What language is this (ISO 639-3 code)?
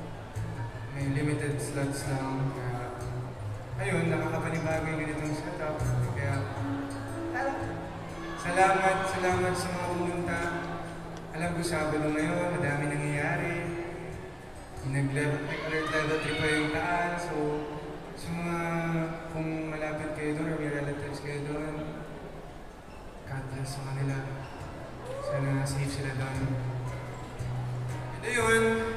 fil